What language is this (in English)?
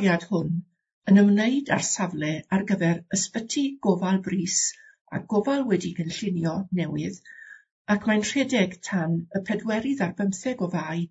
Welsh